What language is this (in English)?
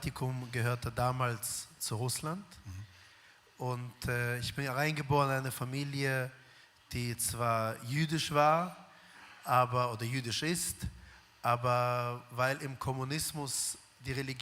Swiss German